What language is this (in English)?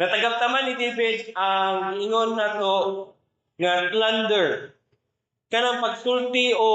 Cebuano